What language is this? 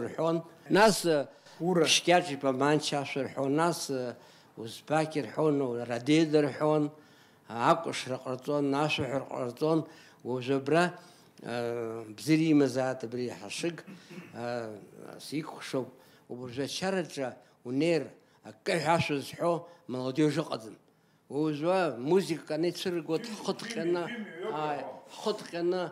Abkhazian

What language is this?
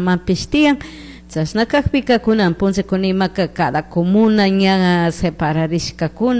Chimborazo Highland Quichua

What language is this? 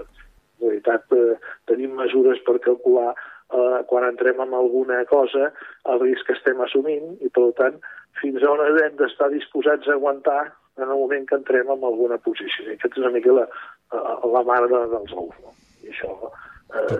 Catalan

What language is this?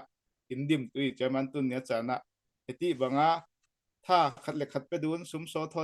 Falam Chin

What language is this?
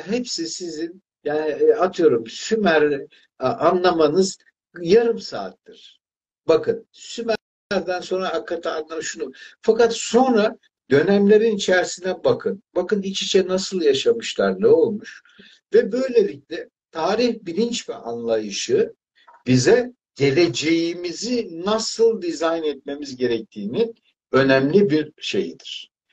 Turkish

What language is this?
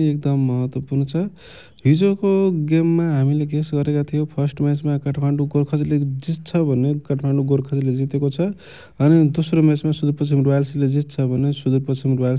Nepali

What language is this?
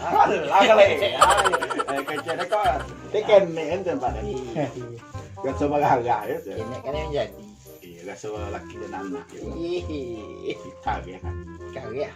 Minangkabau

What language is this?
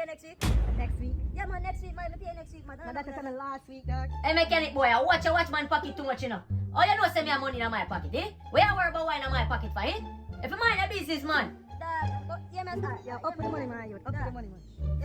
Jamaican Creole English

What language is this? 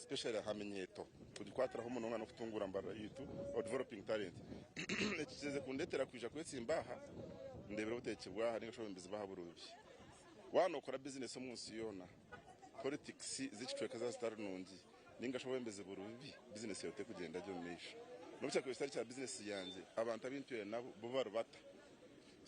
Nyankole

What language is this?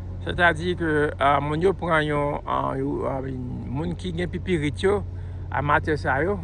Haitian Creole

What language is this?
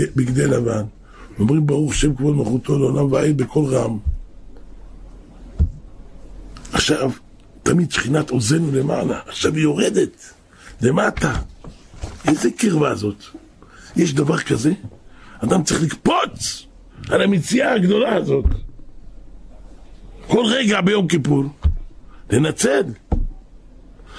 Hebrew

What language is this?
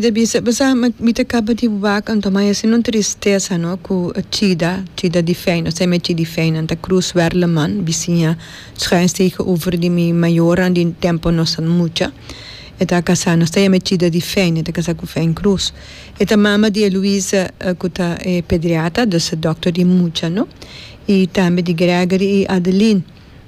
Papiamento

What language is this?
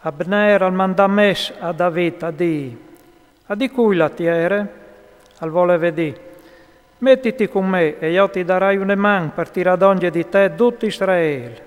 Friulian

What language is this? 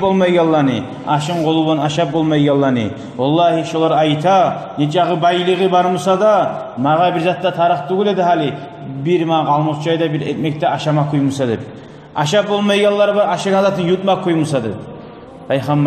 Kumyk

